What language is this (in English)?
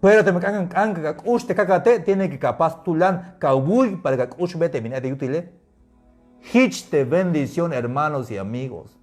Tzeltal